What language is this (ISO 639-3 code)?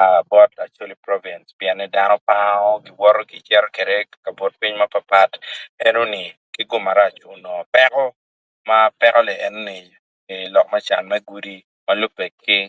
ach